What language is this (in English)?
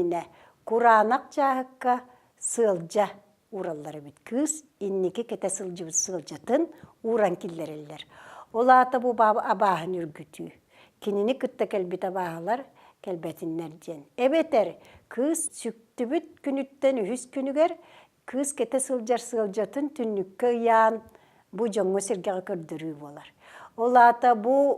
Yakut